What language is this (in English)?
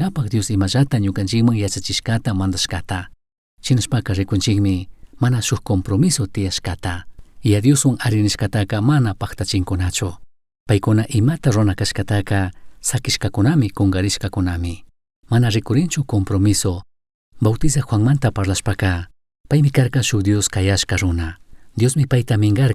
Chimborazo Highland Quichua